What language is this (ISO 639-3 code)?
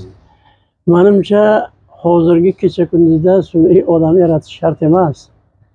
uzb